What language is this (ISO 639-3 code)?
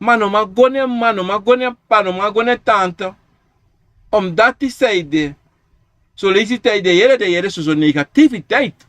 srn